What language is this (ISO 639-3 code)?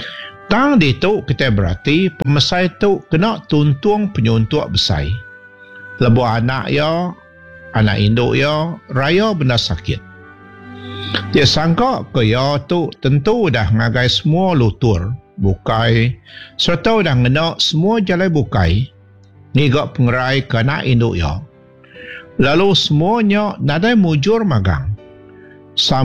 iba